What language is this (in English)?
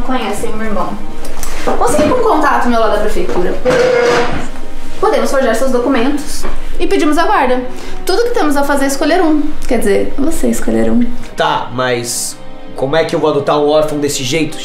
Portuguese